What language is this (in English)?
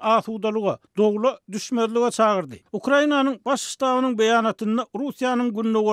Turkmen